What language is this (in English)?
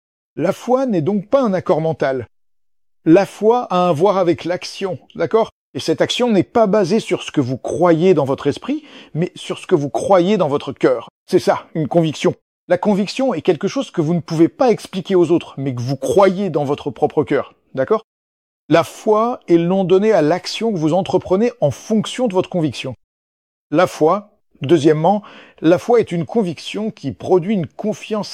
French